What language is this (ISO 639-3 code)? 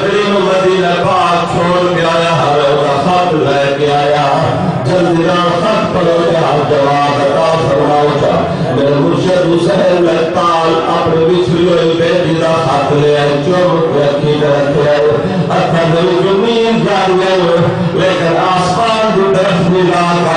skr